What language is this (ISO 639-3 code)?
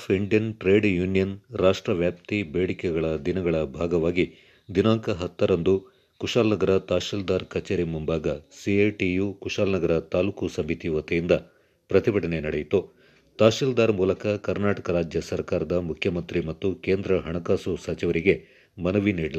kan